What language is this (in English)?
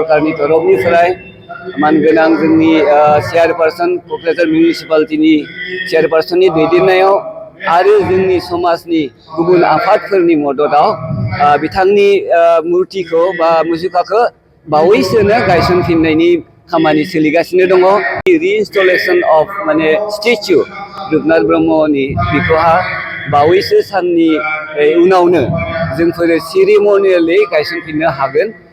Bodo